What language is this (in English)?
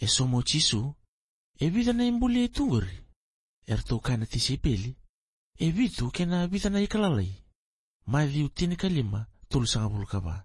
Fijian